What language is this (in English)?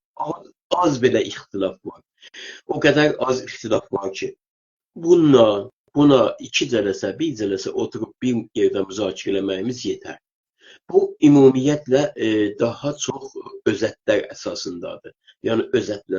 South Azerbaijani